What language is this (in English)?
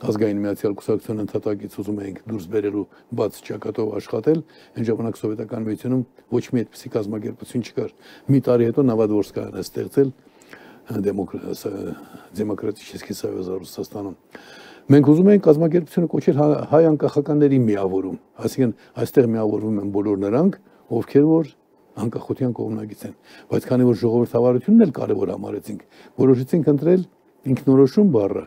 Armenian